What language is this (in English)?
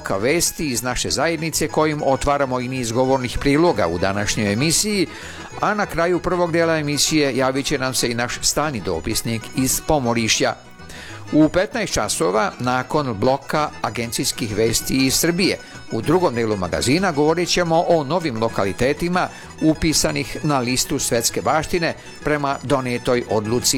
Serbian